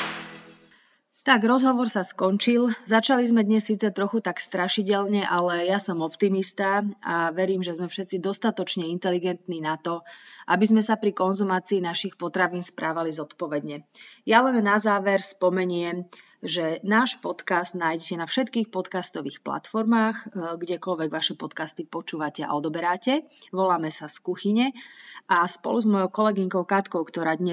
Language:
Slovak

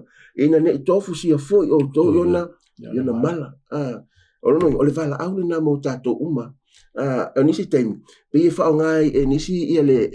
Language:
Samoan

